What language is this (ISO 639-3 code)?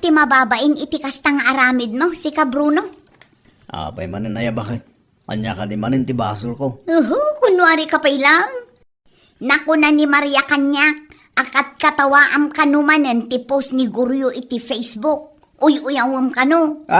ilo